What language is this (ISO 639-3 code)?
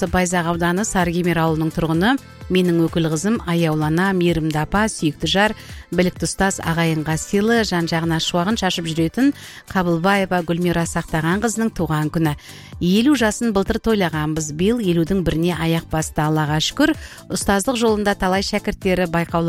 kaz